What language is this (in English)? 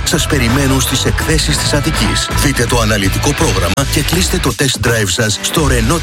Greek